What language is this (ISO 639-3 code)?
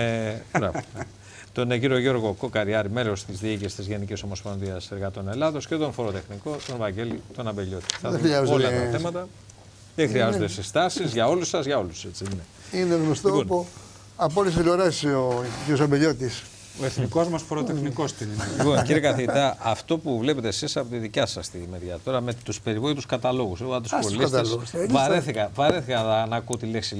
ell